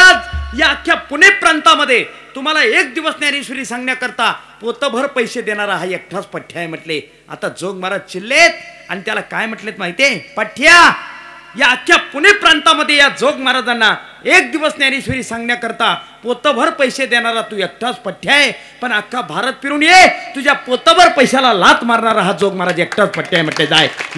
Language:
Marathi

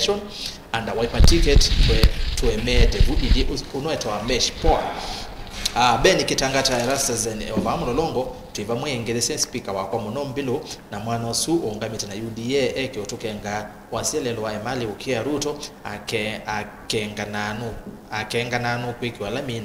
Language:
Kamba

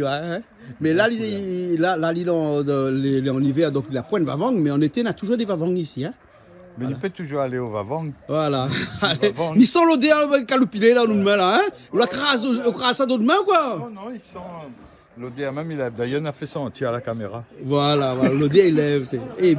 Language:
Réunion Creole French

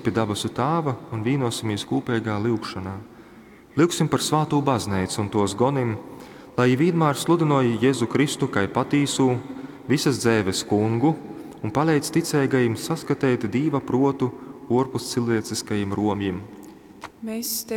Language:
Latgalian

